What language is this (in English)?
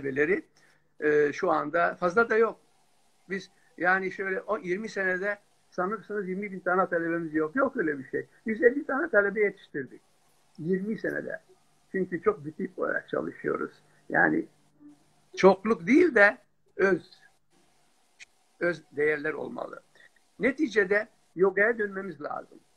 Turkish